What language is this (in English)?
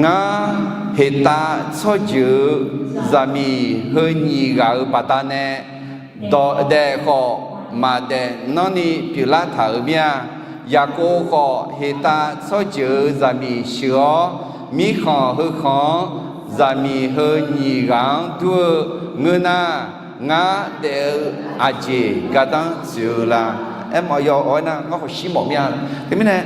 Akha